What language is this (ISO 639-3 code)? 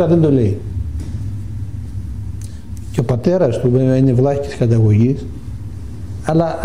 ell